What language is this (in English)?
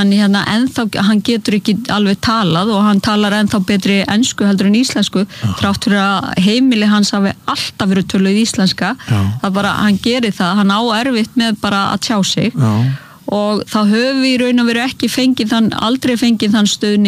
Icelandic